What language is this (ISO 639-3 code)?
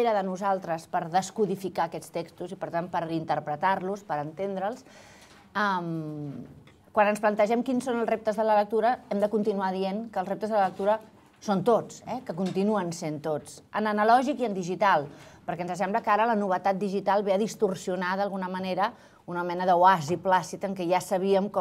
cat